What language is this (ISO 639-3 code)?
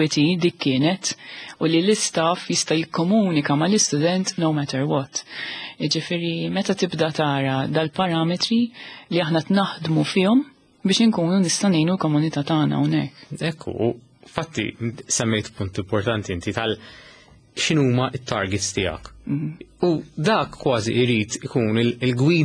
mlt